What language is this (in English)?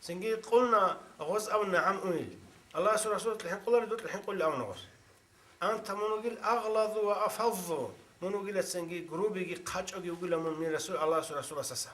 Avaric